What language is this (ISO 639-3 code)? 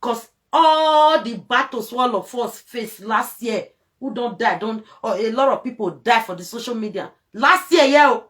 pcm